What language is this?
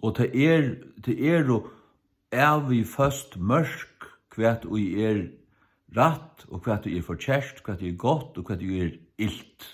Faroese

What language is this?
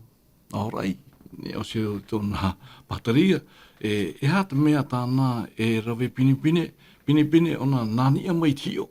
Tahitian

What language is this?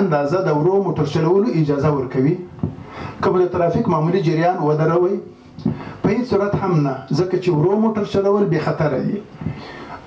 Pashto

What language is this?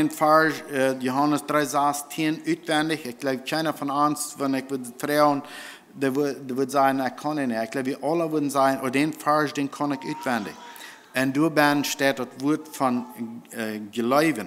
Plautdietsch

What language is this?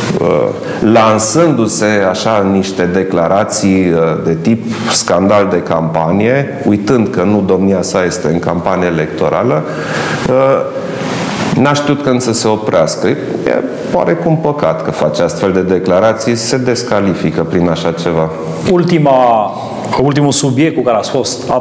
Romanian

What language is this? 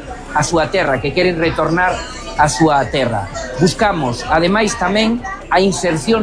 Galician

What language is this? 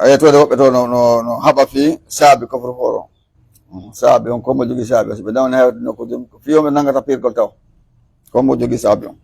Pular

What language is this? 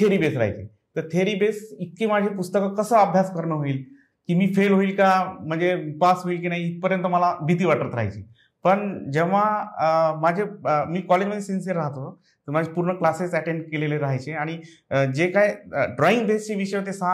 Marathi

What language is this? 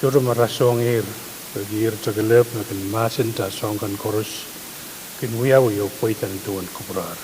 Pohnpeian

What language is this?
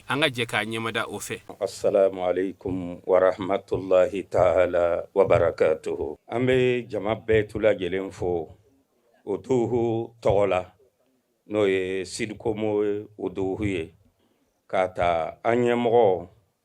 Bambara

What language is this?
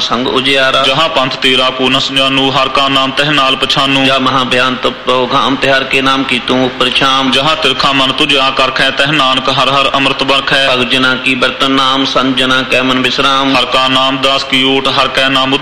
Punjabi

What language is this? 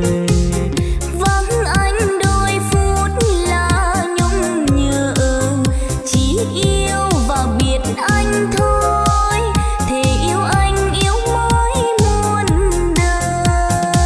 Vietnamese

